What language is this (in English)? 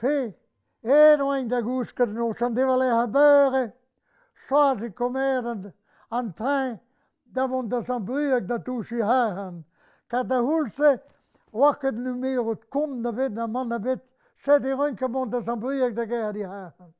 Breton